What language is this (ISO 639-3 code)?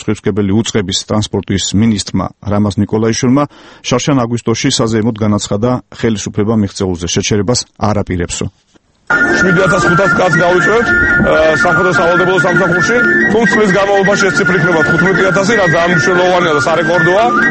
kat